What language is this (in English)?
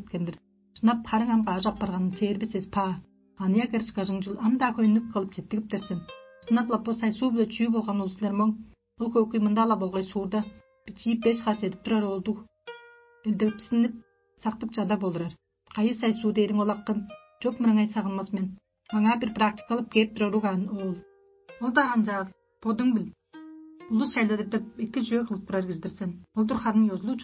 Tuvinian